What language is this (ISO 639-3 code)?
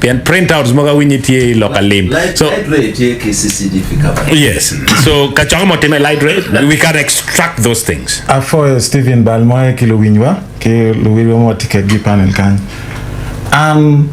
ach